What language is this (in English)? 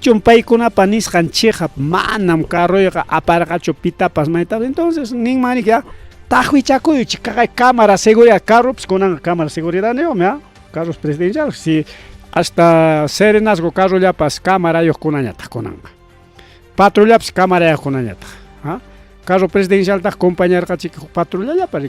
Ayacucho Quechua